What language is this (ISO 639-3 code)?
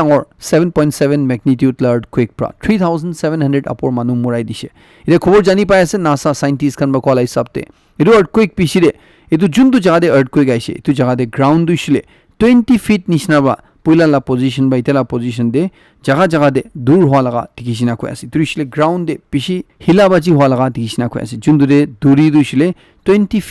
nag